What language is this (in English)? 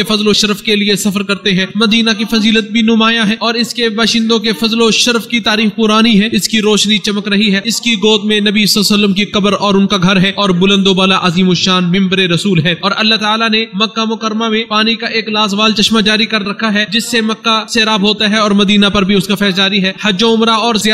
Urdu